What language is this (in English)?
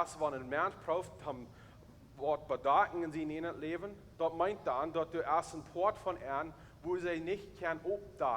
Plautdietsch